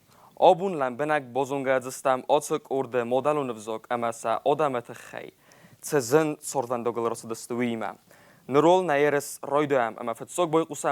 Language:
Ossetic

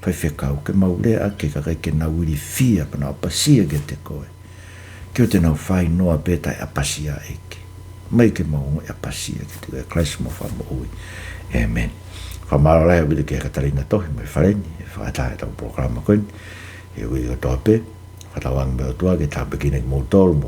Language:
Tongan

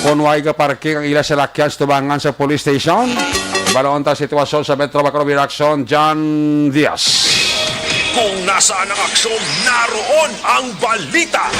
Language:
Hiligaynon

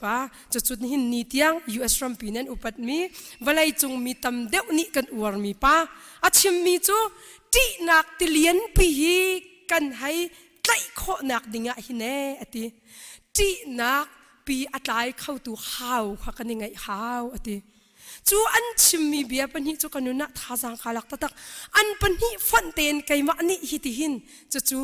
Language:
Hakha Chin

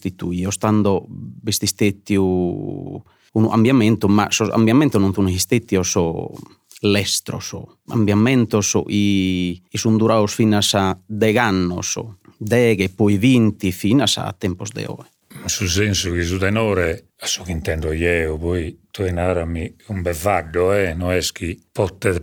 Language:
Sardinian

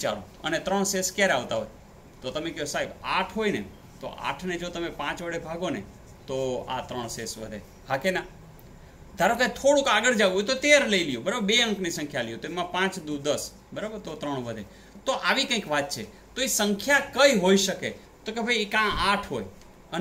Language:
Gujarati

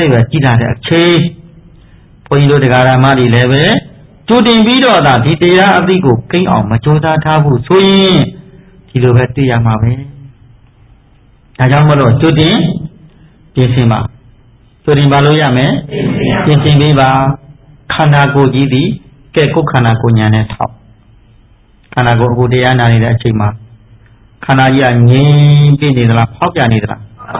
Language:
Burmese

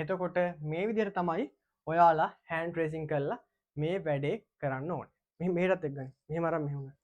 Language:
Sinhala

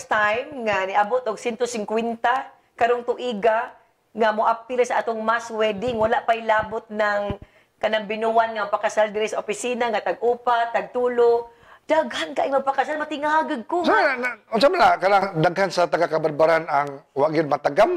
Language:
Cebuano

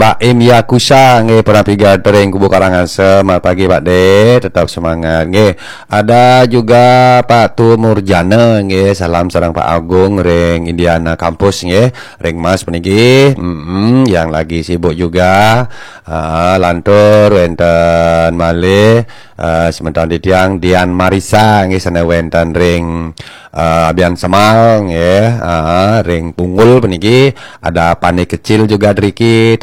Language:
Balinese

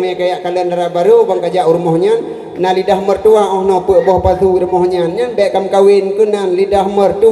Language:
Achinese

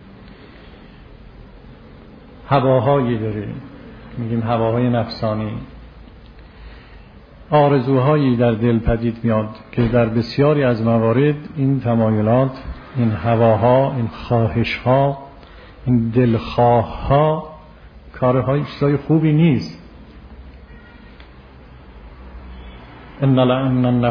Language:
Persian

